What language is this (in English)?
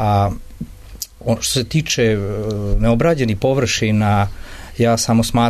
Serbian